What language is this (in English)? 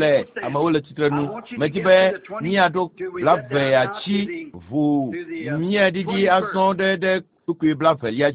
Ewe